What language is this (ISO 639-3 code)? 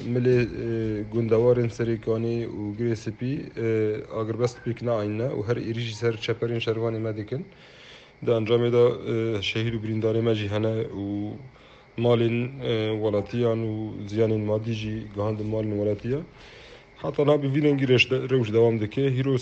kur